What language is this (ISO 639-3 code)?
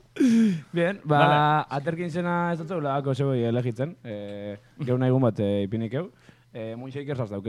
eus